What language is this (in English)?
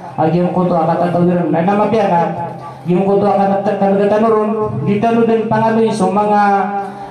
Maranao